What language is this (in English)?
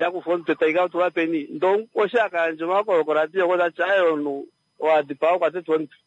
Kuanyama